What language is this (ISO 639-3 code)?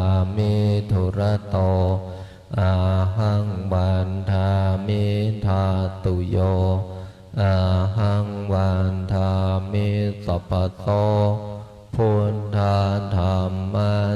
pli